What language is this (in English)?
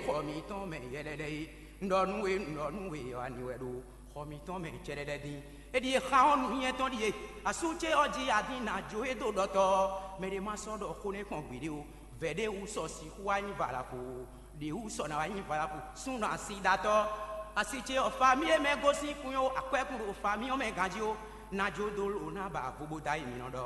Fon